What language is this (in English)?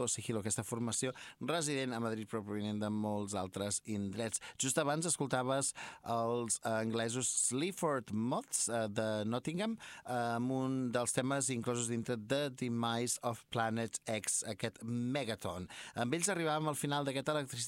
Catalan